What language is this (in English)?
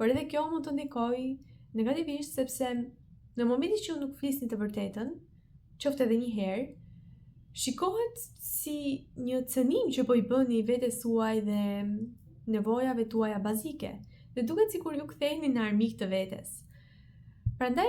Albanian